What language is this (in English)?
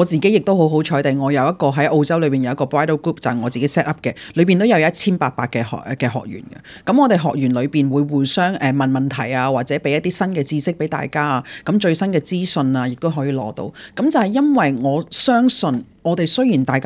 Cantonese